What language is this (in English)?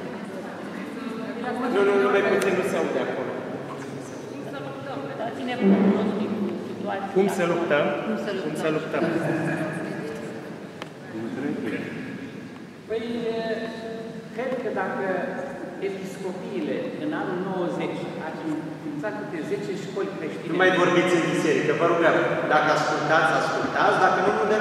Romanian